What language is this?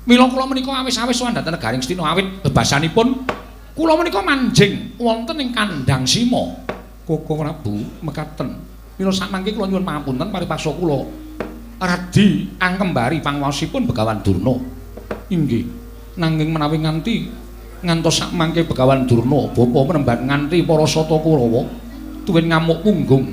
Javanese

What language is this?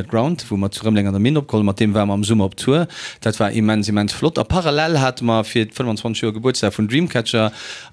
Luxembourgish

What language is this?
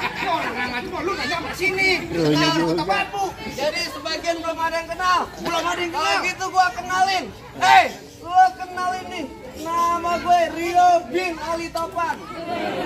Betawi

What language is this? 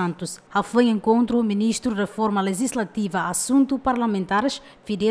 Tetum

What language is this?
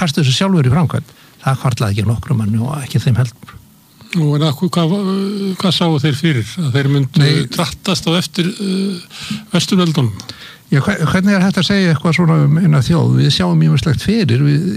Icelandic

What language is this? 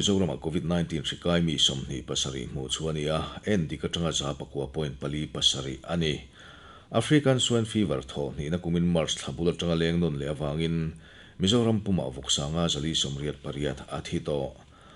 Mizo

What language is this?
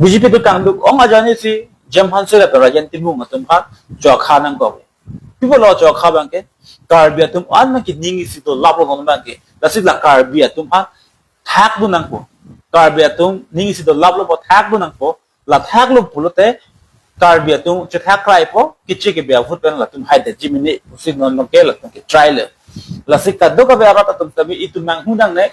Karbi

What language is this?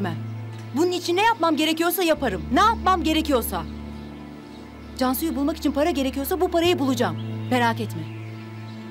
Turkish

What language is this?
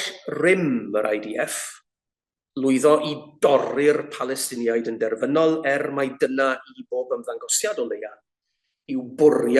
Welsh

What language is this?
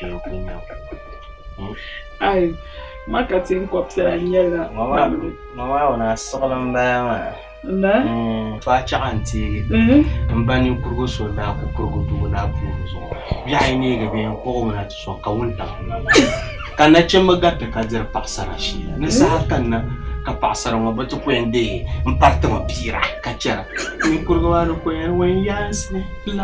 Dagbani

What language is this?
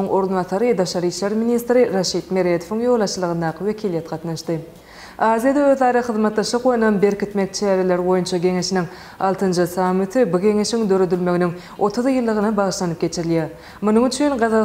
Turkmen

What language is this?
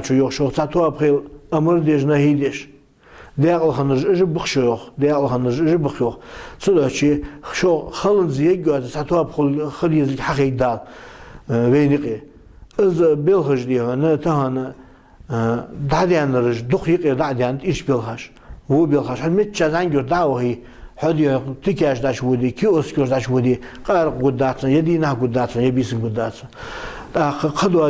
Ingush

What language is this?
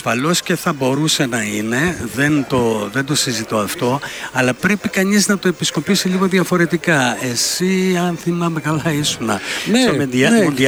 Greek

